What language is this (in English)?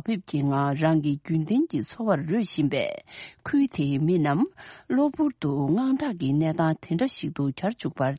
Tibetan